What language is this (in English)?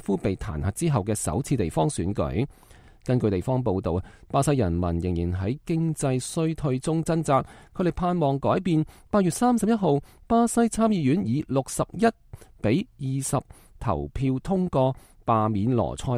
Cantonese